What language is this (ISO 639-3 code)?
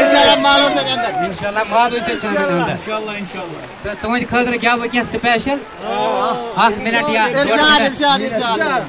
kas